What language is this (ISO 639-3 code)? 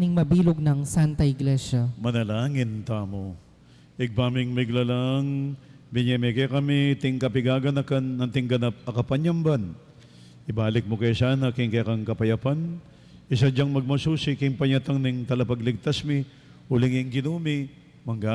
pam